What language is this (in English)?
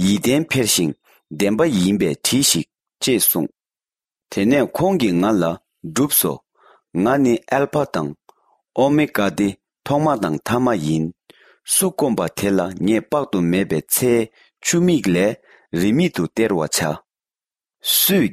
Tibetan